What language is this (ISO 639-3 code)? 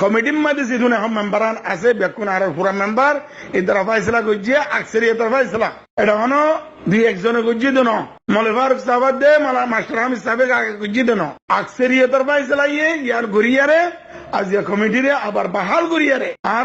rhg